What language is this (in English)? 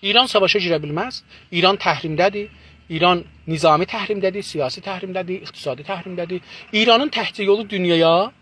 South Azerbaijani